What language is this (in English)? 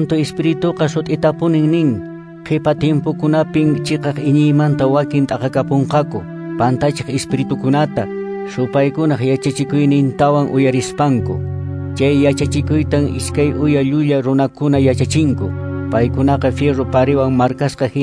Quechua